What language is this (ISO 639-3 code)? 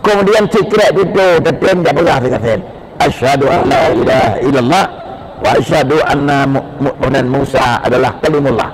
ace